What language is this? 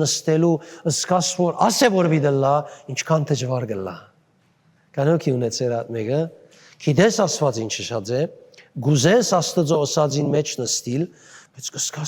Western Armenian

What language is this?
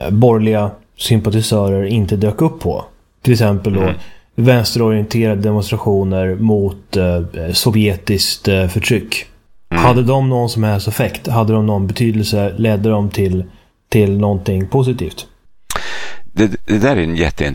Swedish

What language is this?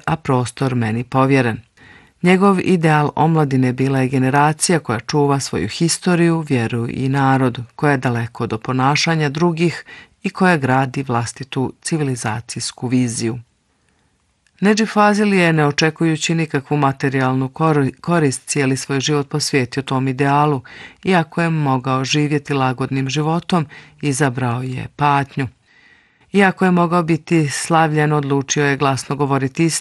Bosnian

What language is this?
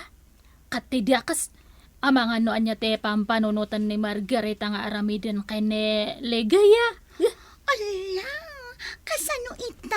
Iloko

